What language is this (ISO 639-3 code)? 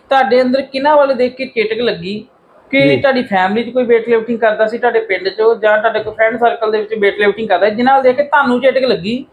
pan